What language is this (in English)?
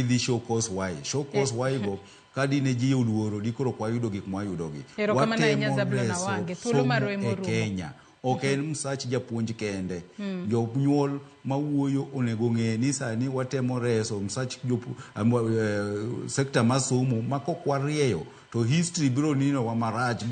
Luo (Kenya and Tanzania)